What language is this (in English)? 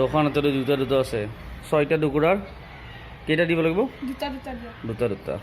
Assamese